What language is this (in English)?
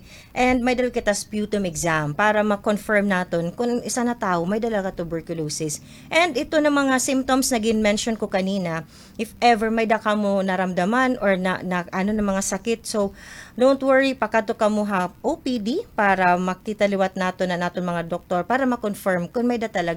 Waray